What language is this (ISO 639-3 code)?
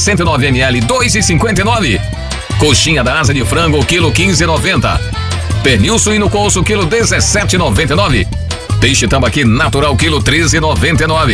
por